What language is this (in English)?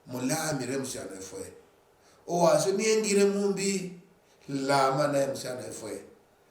Luyia